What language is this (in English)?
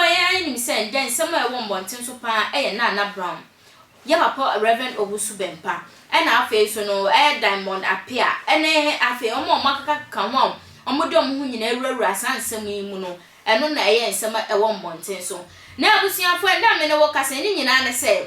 Akan